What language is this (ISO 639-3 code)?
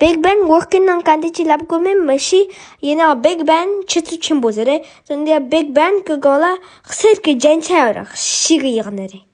bod